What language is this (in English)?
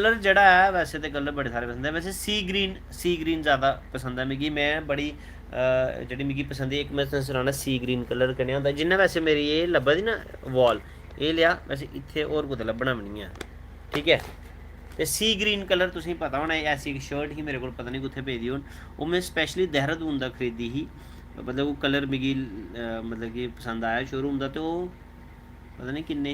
Dogri